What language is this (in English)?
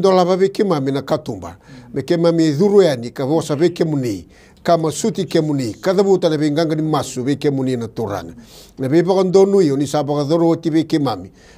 Fijian